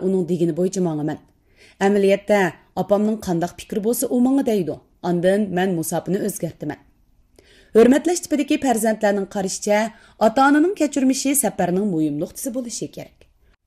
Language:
Uyghur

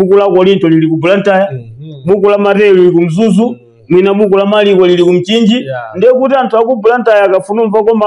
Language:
Nyanja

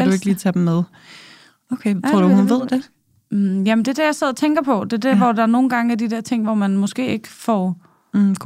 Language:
Danish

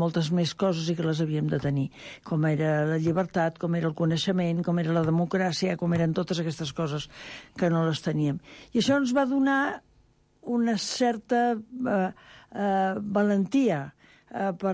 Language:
Catalan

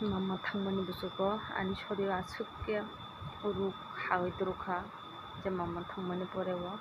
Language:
Kok Borok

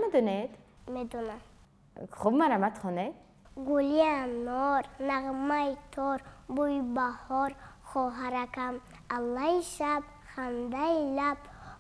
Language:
Tajik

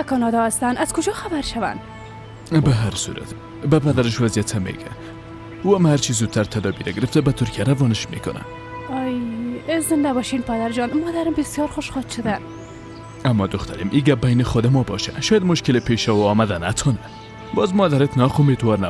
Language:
Persian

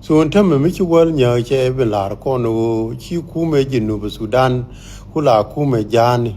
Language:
Nuer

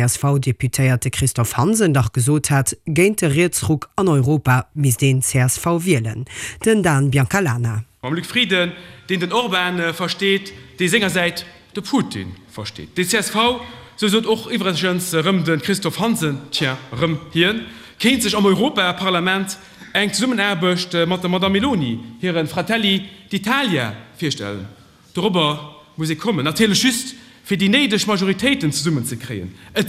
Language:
Luxembourgish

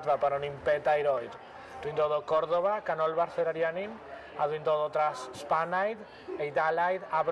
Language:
Welsh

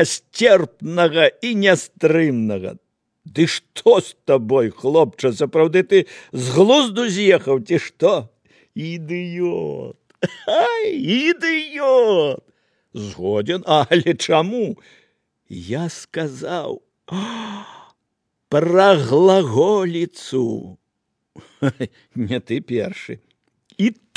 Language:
Belarusian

